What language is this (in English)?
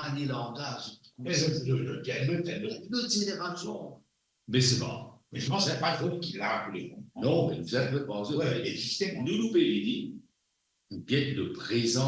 Morisyen